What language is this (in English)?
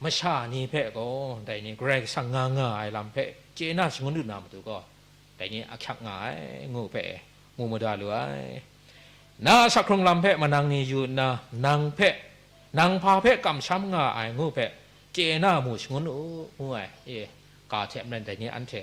Kachin